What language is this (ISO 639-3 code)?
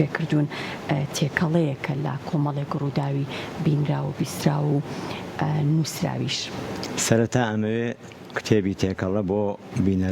ckb